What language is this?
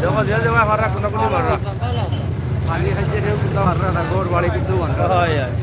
Sylheti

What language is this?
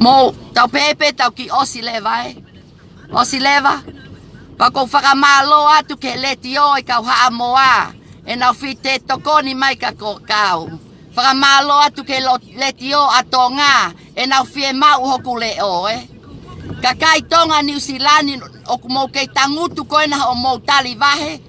Tongan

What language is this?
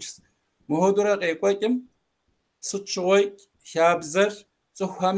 Kabardian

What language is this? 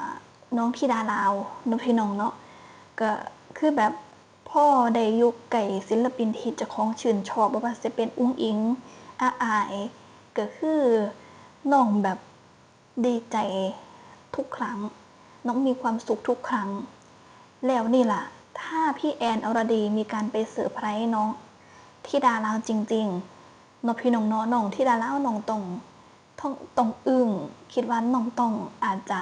Northeastern Thai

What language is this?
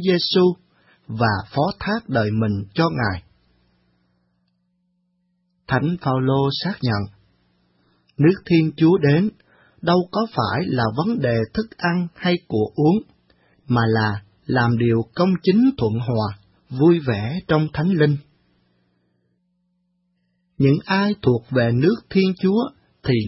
Vietnamese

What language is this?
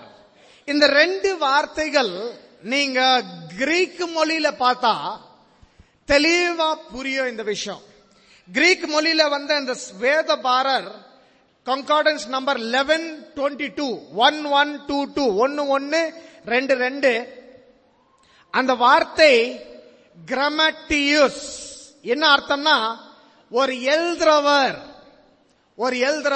Tamil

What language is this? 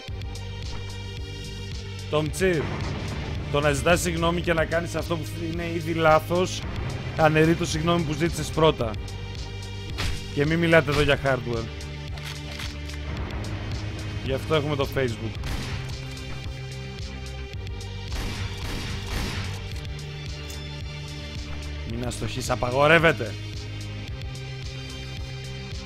Greek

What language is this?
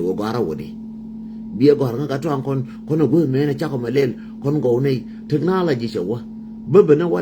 Nuer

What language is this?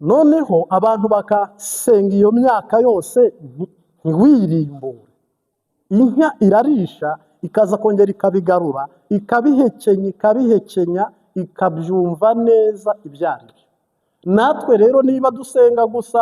Kinyarwanda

